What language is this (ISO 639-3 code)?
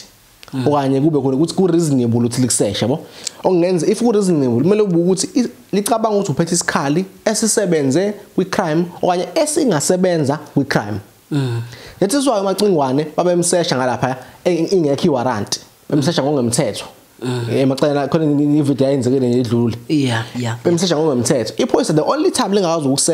zul